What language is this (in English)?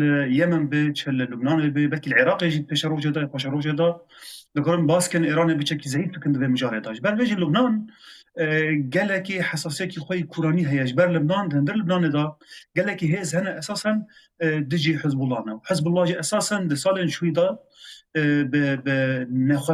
Kurdish